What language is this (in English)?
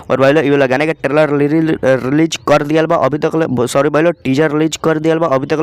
Bhojpuri